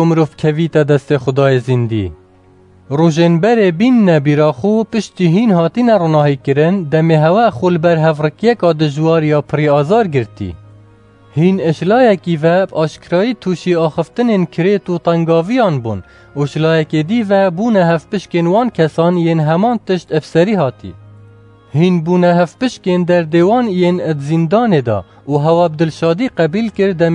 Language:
Kurdish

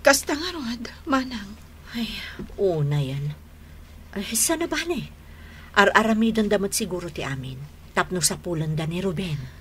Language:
Iloko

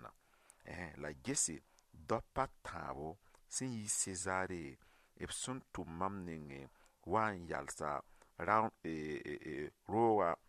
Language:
Mossi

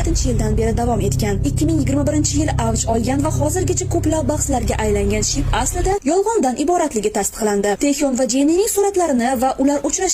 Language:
Uzbek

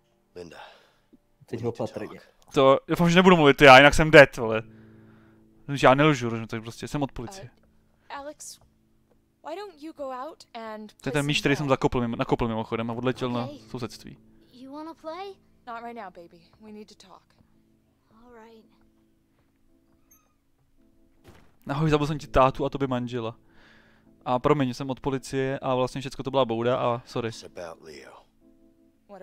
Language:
Czech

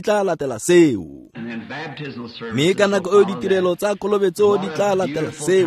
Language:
Tswana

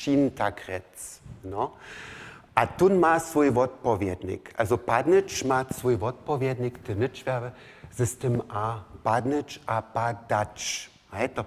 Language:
Upper Sorbian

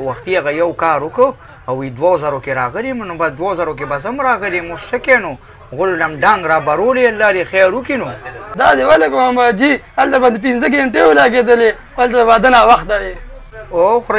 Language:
Pashto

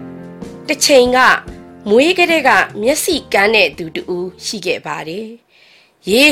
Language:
Burmese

